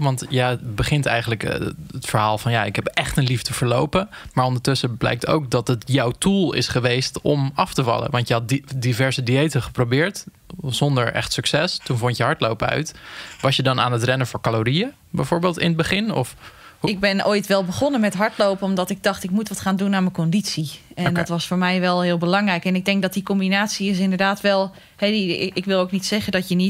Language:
Dutch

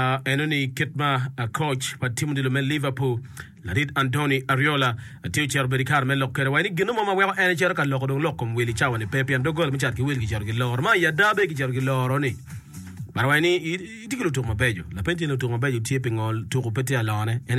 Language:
Acoli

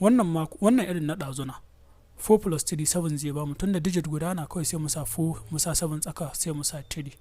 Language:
Hausa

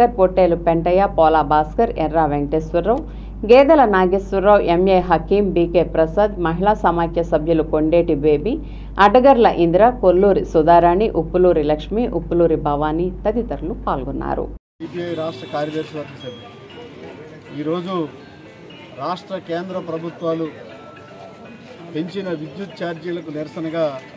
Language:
Telugu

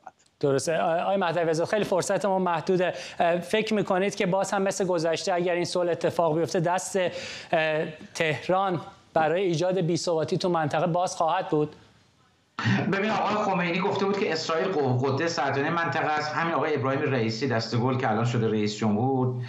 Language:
Persian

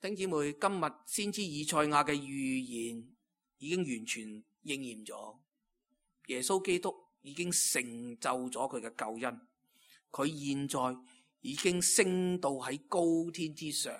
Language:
Cantonese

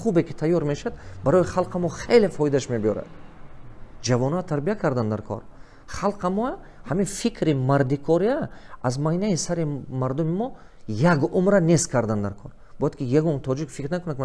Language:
Tajik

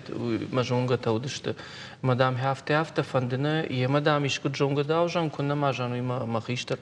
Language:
Ossetic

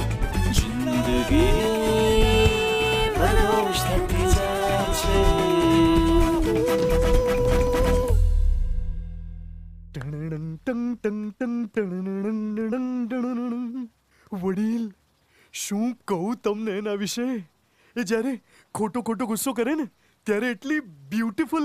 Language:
Gujarati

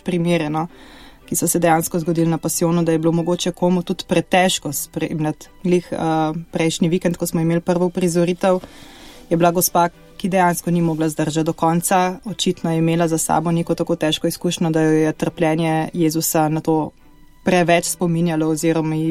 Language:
Slovenian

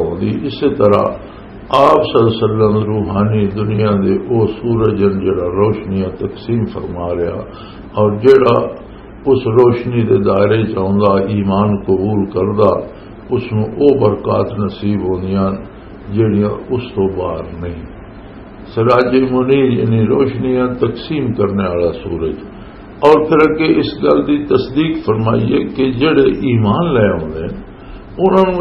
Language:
Western Panjabi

